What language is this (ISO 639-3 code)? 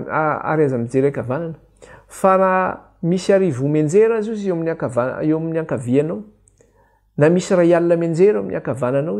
mlg